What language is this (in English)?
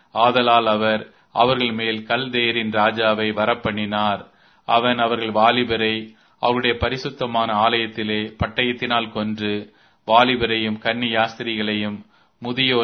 Tamil